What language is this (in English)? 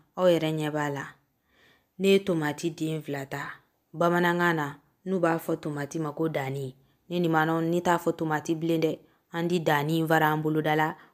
Bambara